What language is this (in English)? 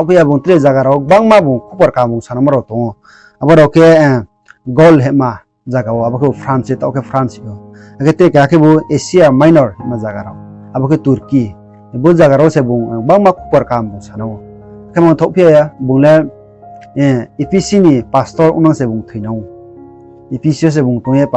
Riang (India)